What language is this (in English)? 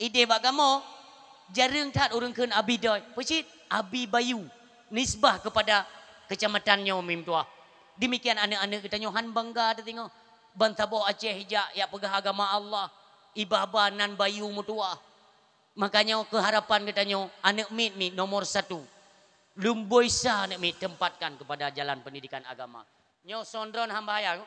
Achinese